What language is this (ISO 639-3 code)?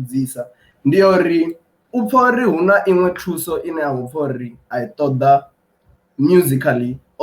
ven